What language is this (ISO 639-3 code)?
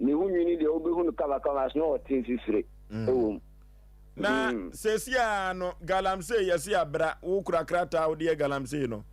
aka